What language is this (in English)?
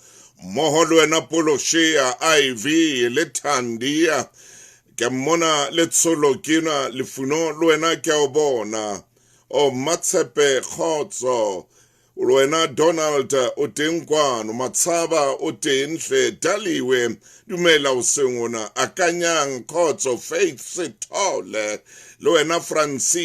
Southern Sotho